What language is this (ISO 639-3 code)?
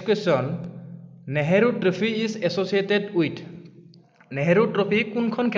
asm